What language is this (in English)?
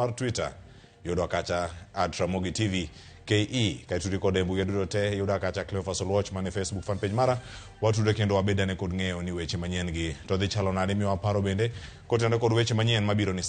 Luo (Kenya and Tanzania)